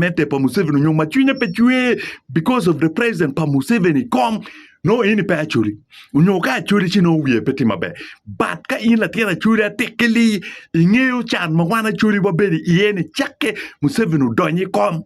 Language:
Acoli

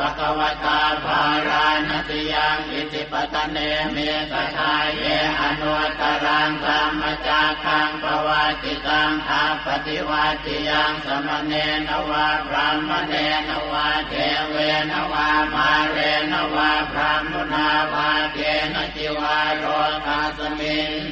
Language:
Pali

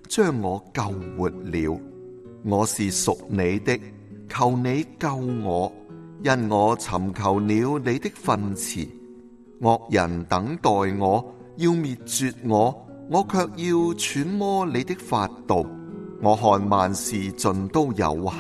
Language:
Cantonese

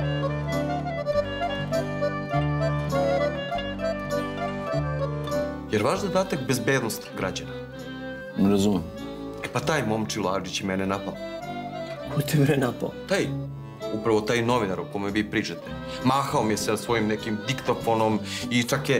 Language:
Serbian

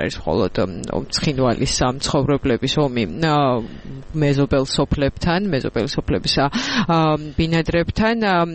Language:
Georgian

